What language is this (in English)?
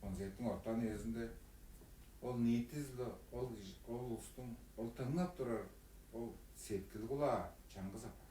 Tuvinian